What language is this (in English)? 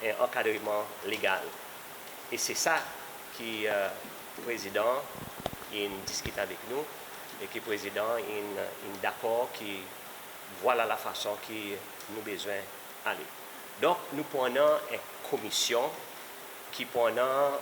Seselwa Creole French